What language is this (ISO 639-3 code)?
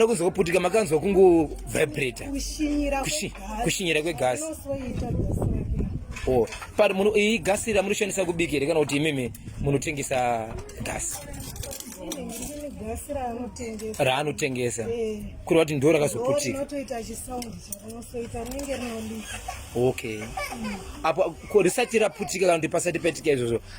sna